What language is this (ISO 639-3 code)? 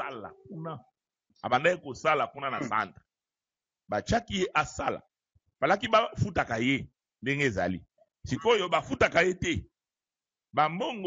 lin